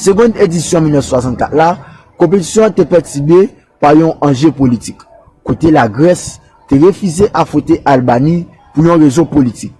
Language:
Haitian Creole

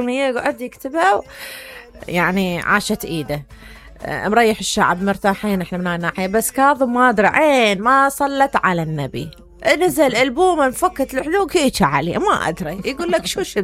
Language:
Mesopotamian Arabic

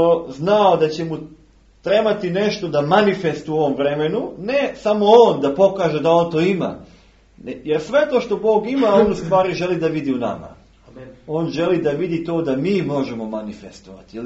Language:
Serbian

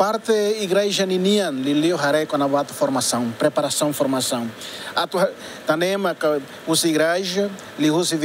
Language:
Tetum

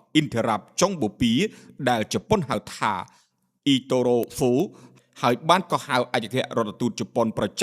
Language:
Khmer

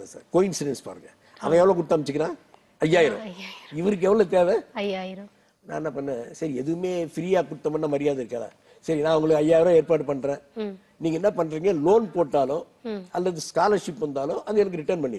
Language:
Tamil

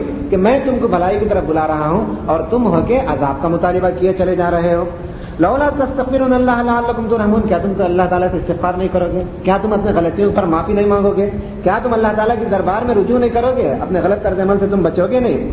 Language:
Urdu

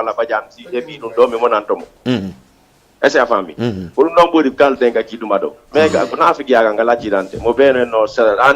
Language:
Fula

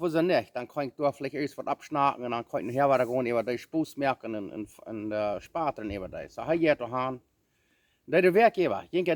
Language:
Plautdietsch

